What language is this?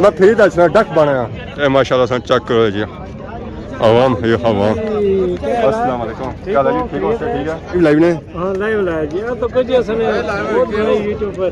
Pahari-Potwari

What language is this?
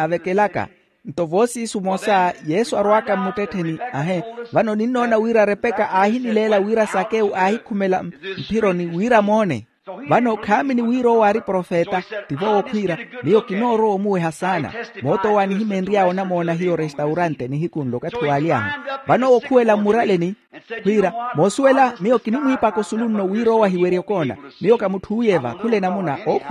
Makhuwa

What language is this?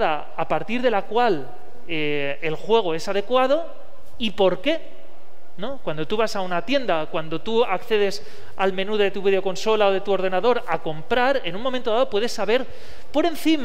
Spanish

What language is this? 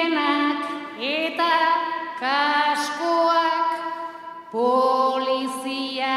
Basque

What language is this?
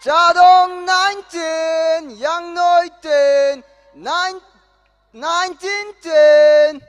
Tangkhul Naga (India)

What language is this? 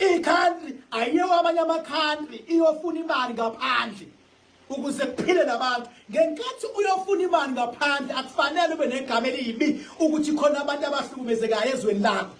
Zulu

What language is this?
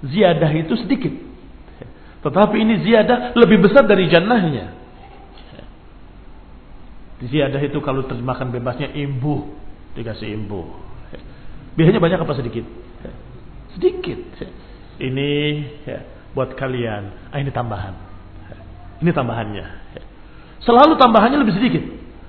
Indonesian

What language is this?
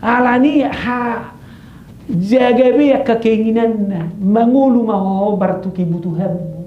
Batak Toba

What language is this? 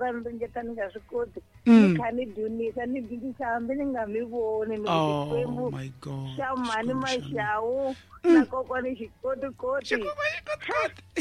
Tsonga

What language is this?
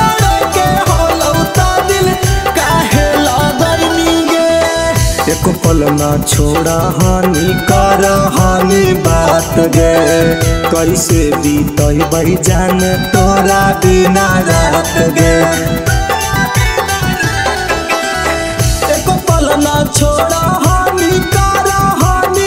Magahi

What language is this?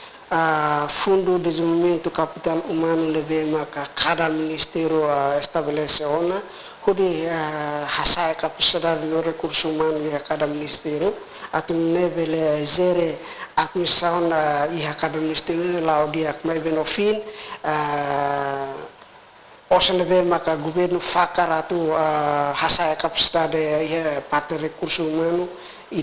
Tetum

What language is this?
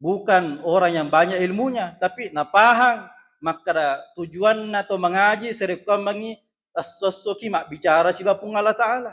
Buginese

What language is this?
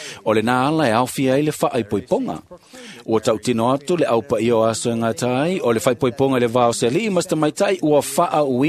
Samoan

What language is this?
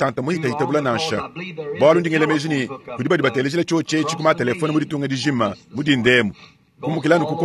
Luba-Lulua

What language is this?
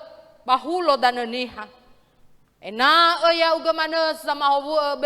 Nias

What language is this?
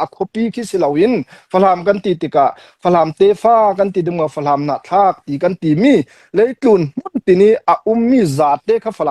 Hakha Chin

